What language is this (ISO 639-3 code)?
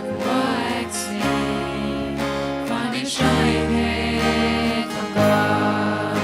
pdt